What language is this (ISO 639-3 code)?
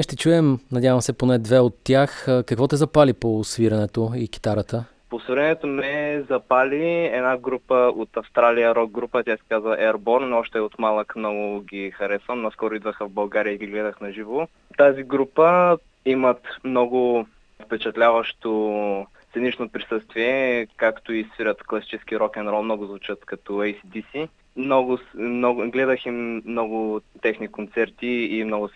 bul